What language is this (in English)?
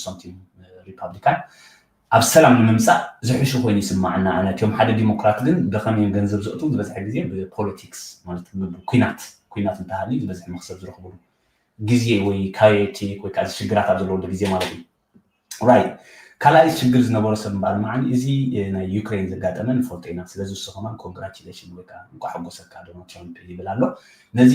Tigrinya